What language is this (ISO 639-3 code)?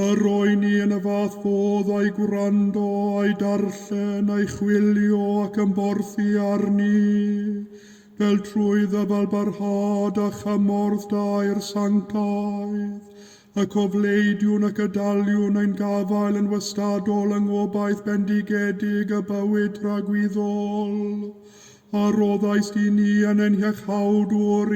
cym